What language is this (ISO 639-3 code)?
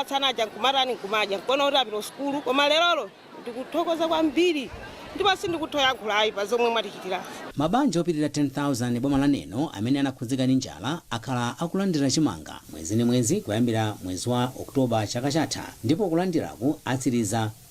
nya